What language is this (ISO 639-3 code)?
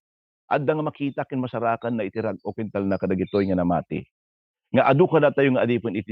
ilo